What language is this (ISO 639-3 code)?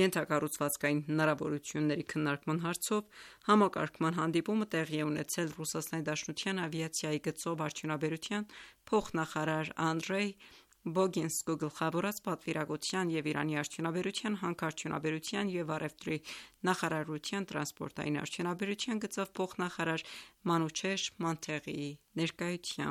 hye